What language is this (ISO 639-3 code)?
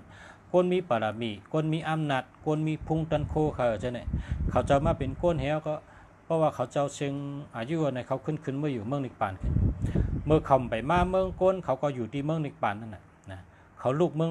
shn